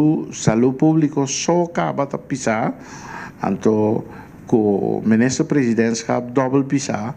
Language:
Papiamento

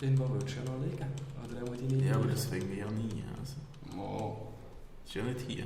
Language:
Swiss German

